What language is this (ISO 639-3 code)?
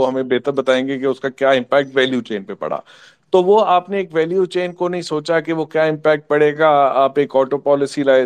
urd